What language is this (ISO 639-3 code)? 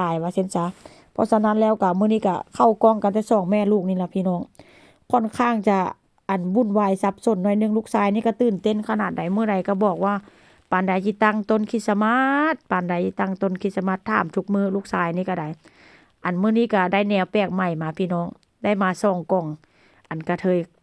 tts